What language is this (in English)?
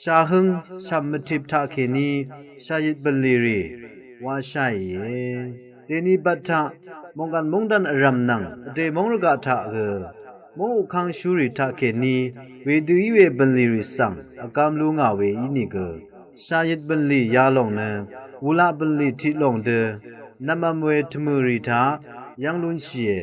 Rawang